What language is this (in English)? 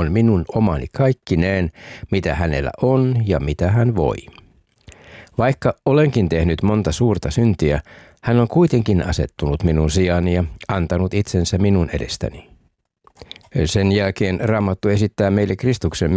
Finnish